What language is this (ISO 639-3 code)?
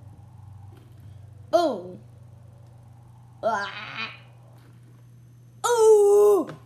eng